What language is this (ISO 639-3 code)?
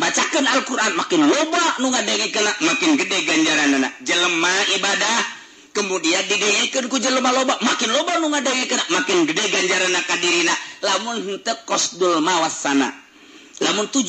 sun